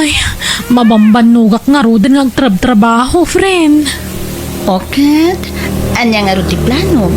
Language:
Iloko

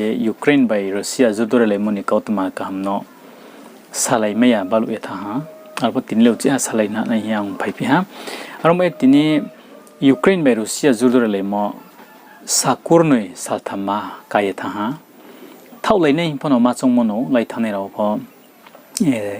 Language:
Riang (India)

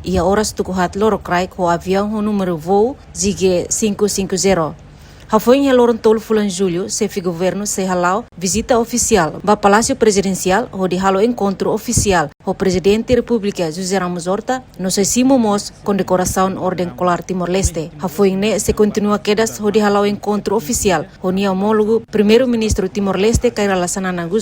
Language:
Tetum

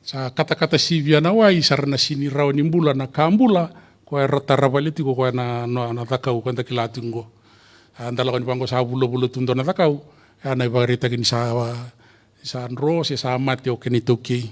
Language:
Fijian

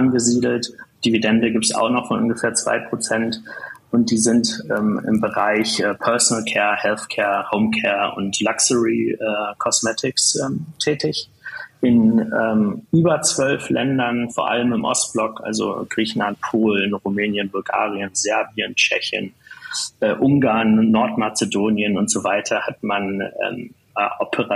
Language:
German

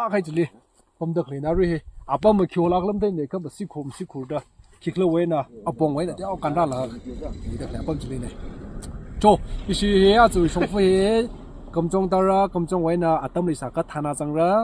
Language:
Tangkhul Naga (India)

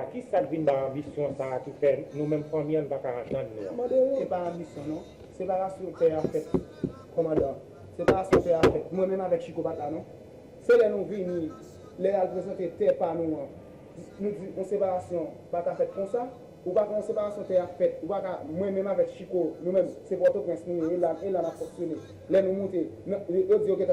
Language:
Haitian Creole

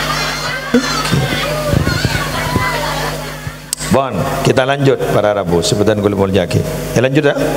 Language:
Madurese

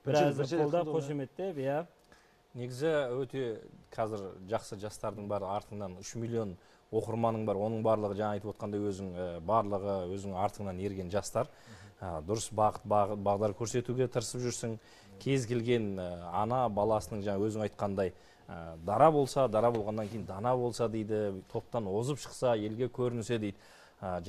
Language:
Kazakh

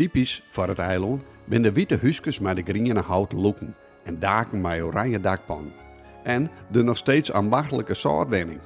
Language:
Western Frisian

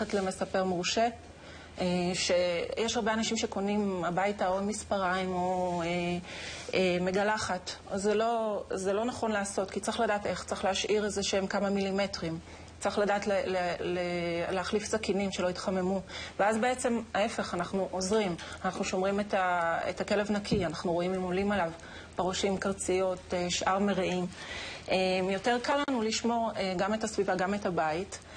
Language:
Hebrew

